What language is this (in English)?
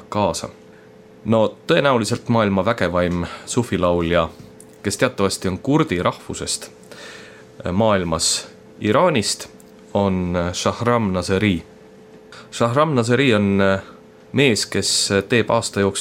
Estonian